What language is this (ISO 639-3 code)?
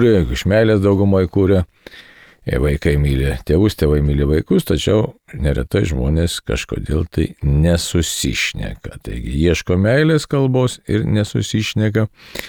lit